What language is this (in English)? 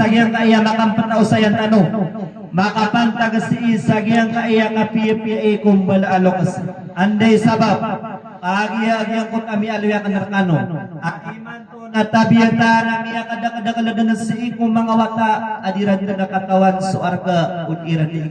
Maranao